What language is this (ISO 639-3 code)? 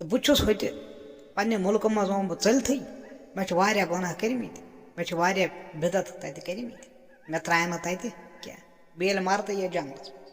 kas